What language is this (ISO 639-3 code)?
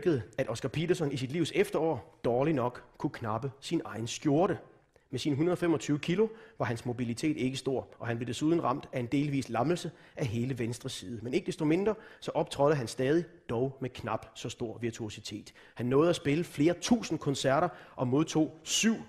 dan